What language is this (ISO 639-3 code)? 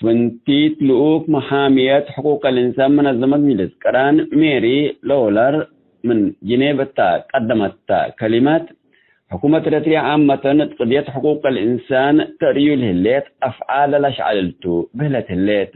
tig